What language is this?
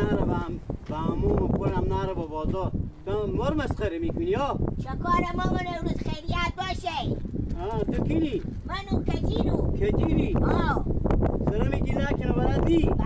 Hazaragi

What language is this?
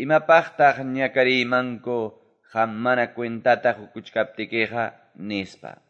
Quechua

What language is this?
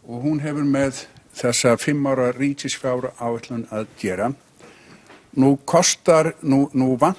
Icelandic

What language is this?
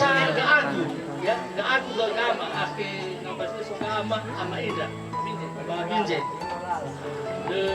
Nias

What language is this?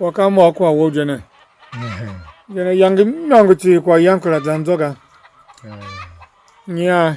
Tiv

